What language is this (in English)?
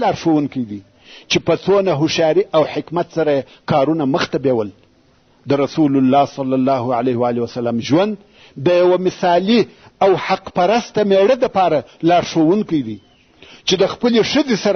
Pashto